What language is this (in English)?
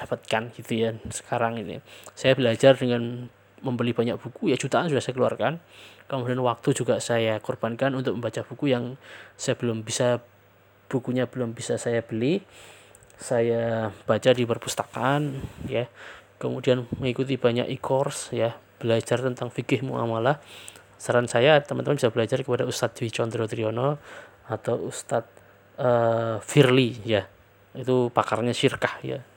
Indonesian